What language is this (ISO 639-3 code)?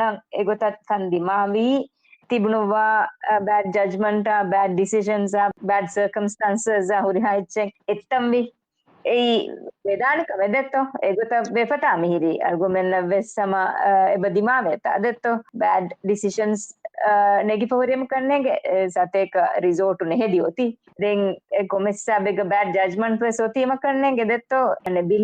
div